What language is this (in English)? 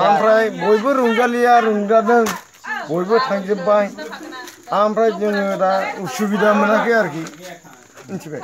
Bodo